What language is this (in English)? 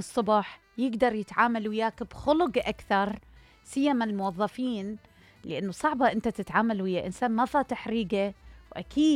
Mesopotamian Arabic